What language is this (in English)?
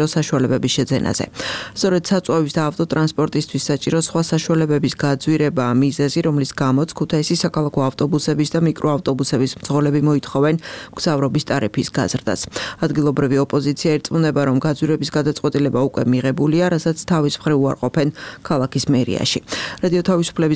Georgian